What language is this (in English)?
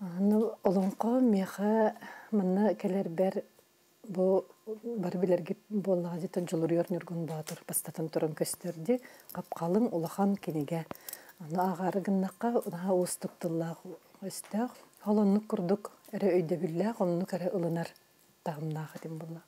Yakut